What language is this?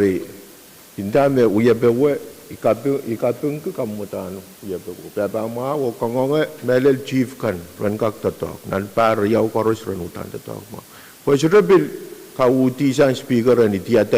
Pohnpeian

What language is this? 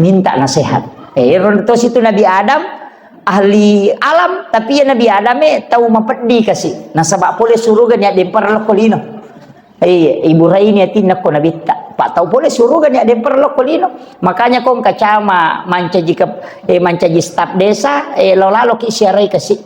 Buginese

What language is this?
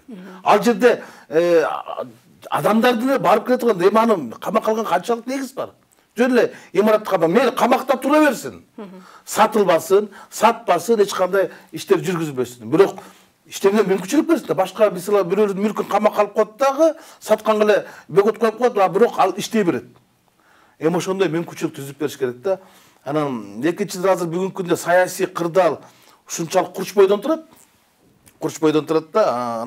Kyrgyz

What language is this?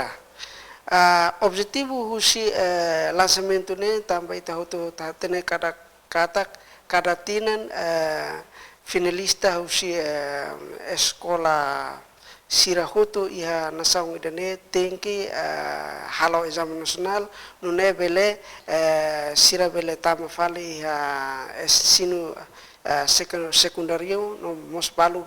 Tetum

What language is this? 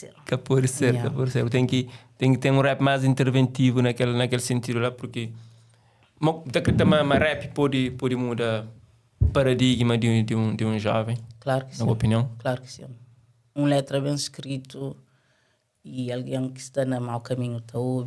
Kabuverdianu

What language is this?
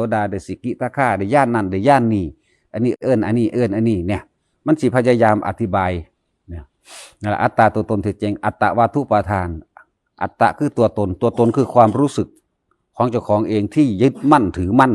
Northeastern Thai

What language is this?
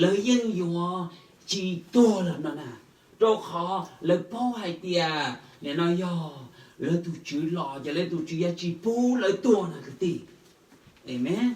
Hmong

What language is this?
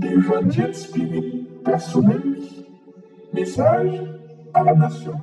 Haitian Creole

